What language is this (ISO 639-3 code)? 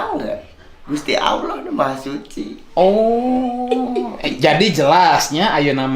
sun